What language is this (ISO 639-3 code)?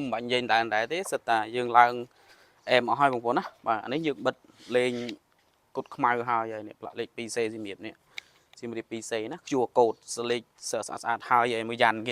khm